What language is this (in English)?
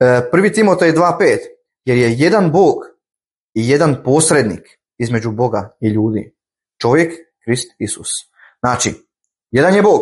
Croatian